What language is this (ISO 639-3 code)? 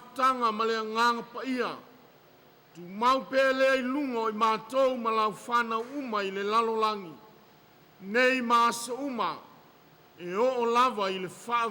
smo